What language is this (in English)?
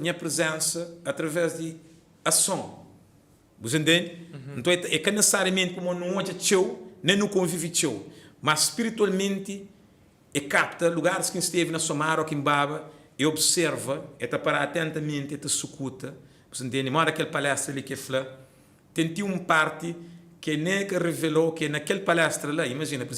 Kabuverdianu